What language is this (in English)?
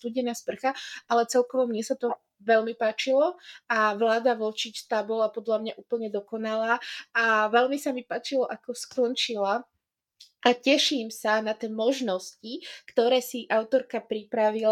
Slovak